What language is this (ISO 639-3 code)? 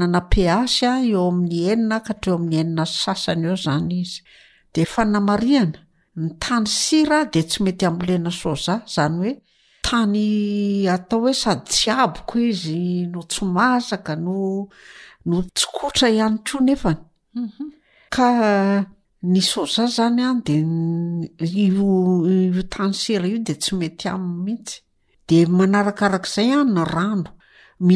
mlg